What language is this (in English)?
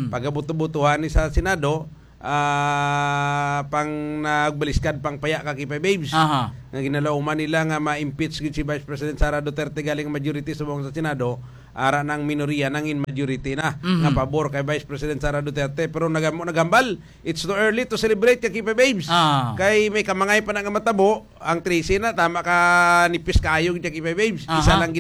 Hiligaynon